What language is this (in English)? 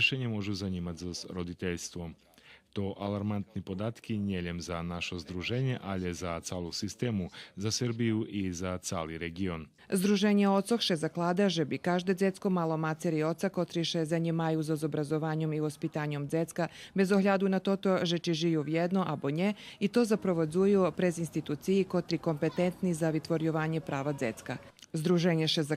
Rusyn